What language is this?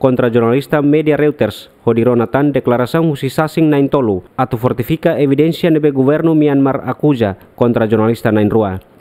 Tetum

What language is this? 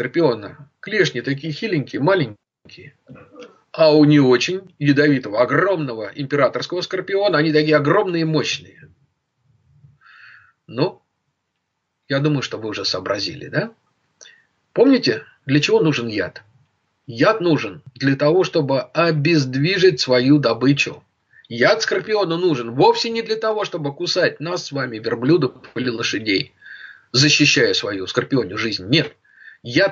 Russian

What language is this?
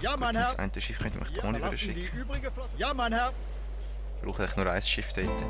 Swiss German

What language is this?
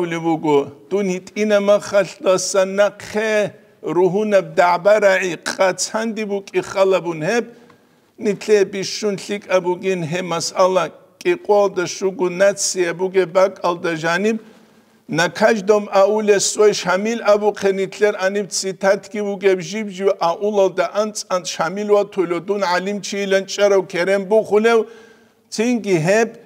Avaric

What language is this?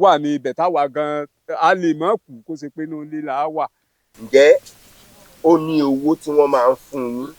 Yoruba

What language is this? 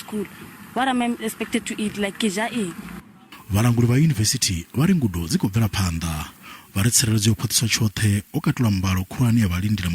Venda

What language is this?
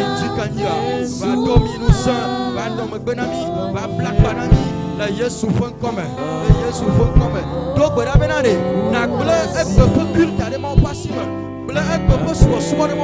Ewe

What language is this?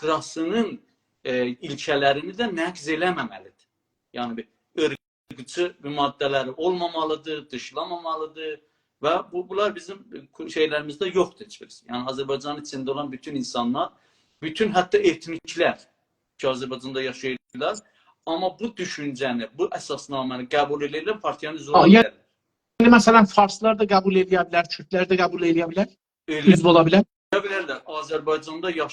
South Azerbaijani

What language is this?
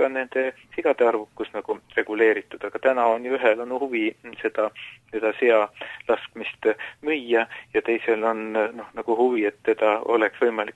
Estonian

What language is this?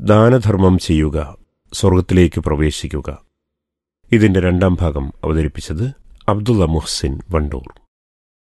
Malayalam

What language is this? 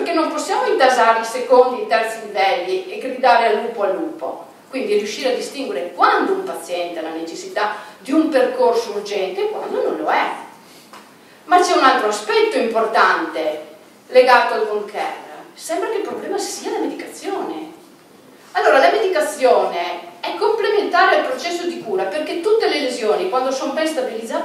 Italian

